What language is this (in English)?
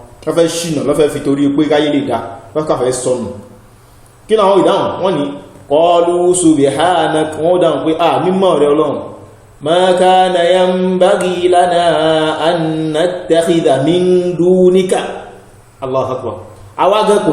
Yoruba